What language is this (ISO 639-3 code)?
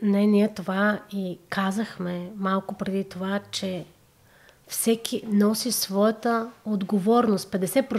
bul